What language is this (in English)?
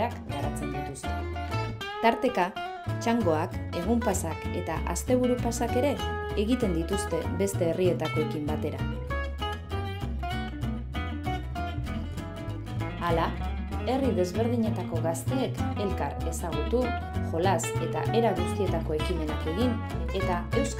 Basque